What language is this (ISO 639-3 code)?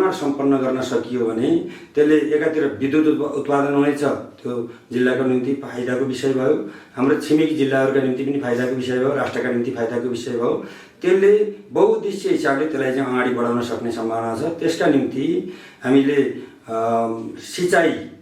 nep